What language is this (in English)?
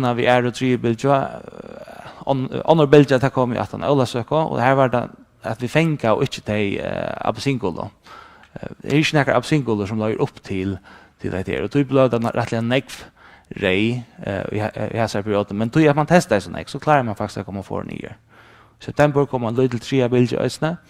Faroese